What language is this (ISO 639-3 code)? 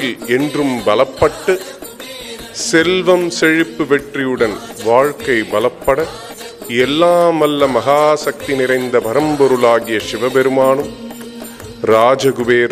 tam